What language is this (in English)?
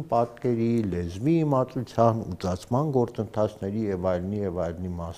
Armenian